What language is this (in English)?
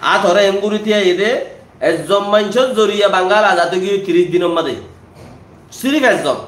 Rohingya